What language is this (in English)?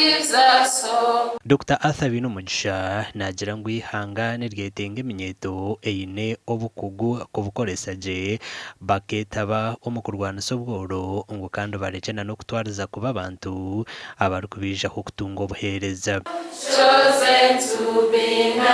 Nyankole